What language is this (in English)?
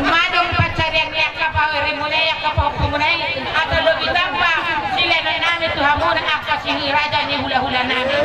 Batak Toba